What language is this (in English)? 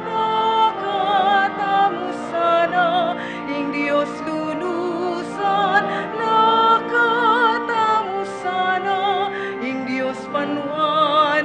Pampanga